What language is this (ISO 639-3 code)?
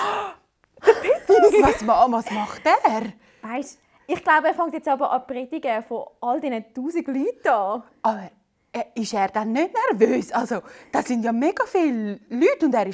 gsw